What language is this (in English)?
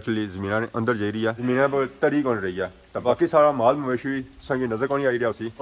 Pahari-Potwari